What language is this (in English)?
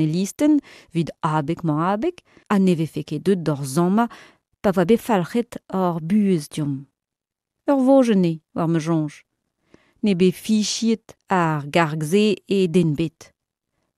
Breton